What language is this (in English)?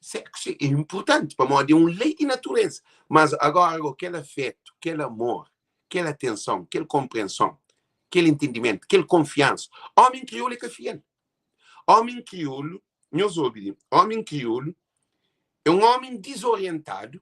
Kabuverdianu